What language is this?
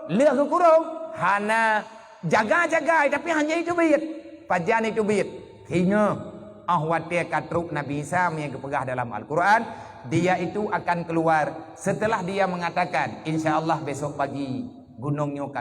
Achinese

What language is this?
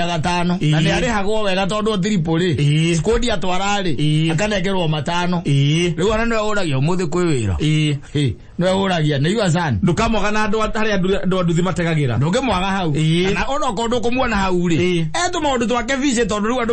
Kikuyu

